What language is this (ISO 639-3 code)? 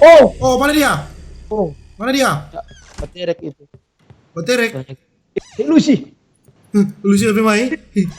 xmm